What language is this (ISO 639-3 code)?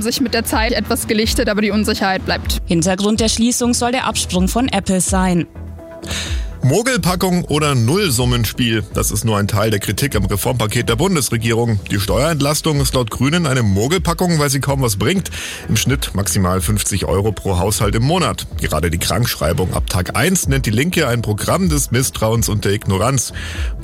deu